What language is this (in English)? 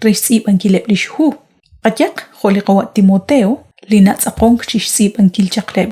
Kekchí